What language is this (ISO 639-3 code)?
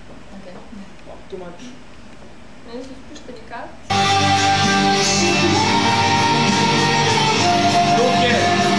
srp